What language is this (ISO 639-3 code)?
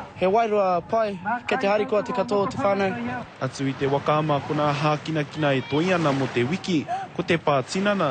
mri